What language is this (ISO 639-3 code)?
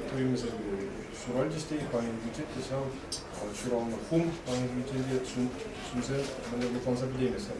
chv